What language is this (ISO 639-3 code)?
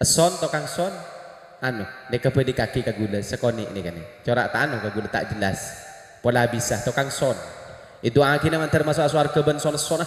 mad